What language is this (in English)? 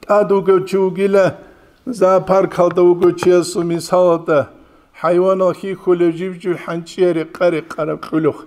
Avaric